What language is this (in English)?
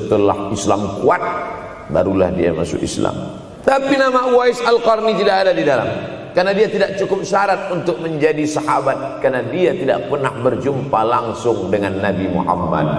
Indonesian